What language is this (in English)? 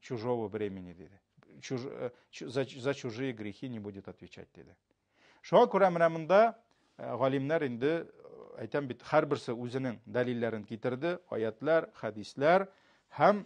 Tatar